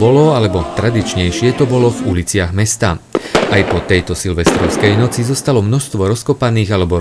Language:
Slovak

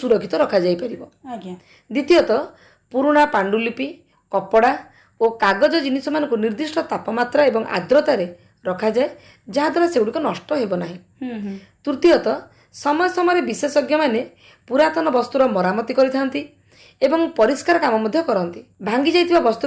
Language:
Odia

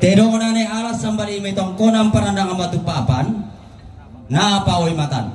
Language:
Toraja-Sa'dan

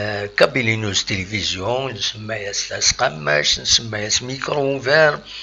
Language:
Kabyle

